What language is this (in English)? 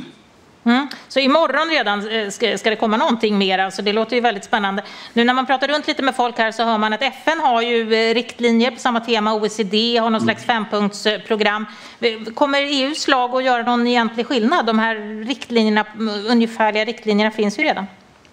Swedish